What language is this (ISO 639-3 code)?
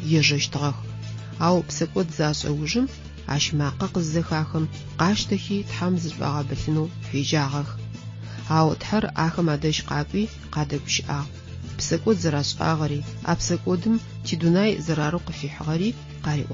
ady